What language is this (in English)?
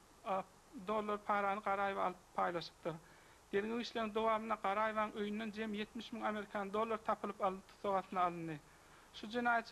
Turkmen